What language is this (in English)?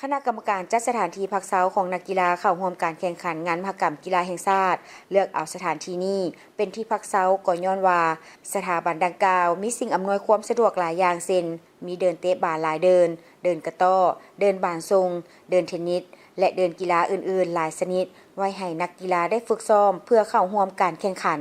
Lao